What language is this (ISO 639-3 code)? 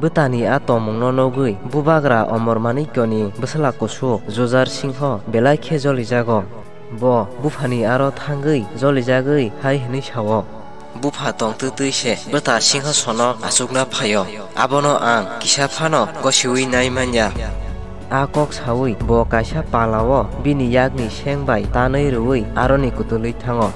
trp